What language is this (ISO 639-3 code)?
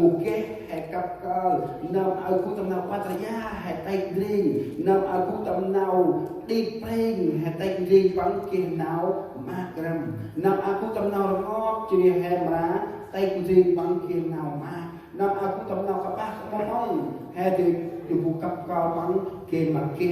cmo